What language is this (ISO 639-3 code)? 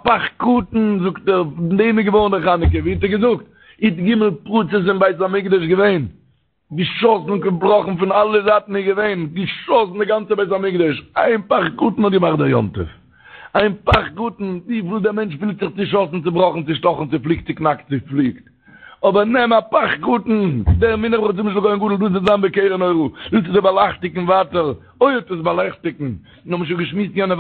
yid